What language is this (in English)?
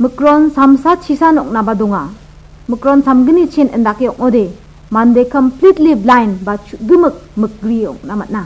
Garo